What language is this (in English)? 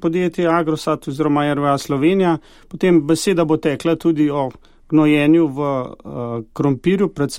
Slovenian